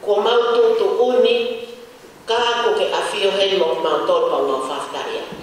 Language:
Tongan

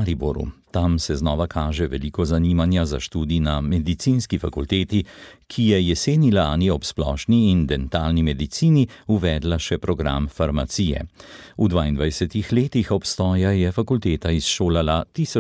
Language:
Slovenian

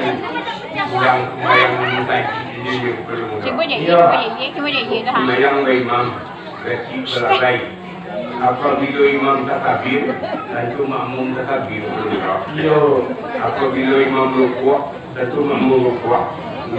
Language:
Minangkabau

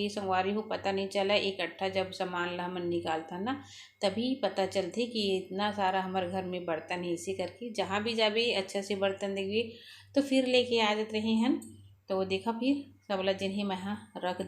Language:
Chhattisgarhi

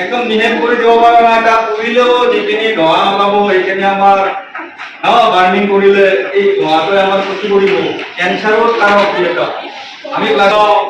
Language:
Assamese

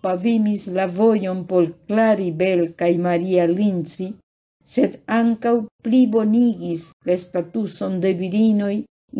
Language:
Esperanto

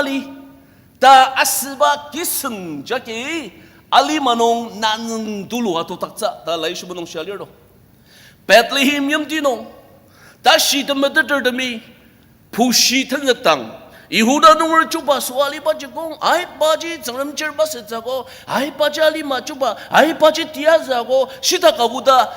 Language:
Ao Naga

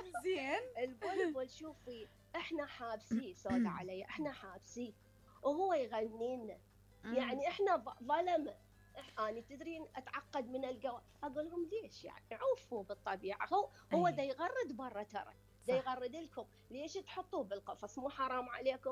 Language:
Mesopotamian Arabic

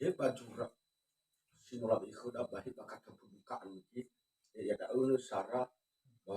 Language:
Nias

